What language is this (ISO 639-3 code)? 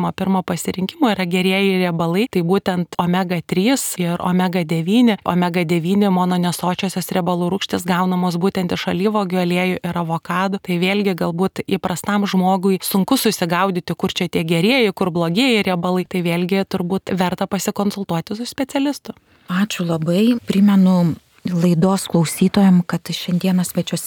lit